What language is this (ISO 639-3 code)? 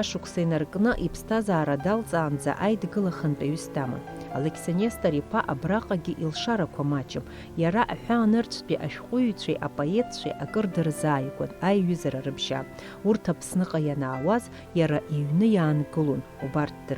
abk